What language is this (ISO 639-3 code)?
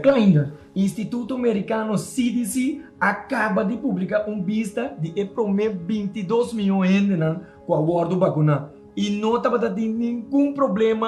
pap